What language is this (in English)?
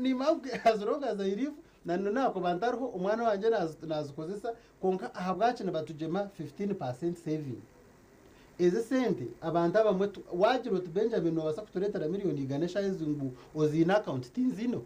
Nyankole